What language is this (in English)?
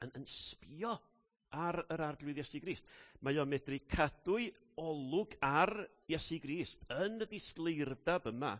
Welsh